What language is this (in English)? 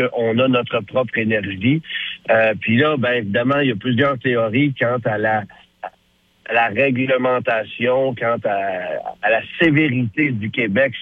French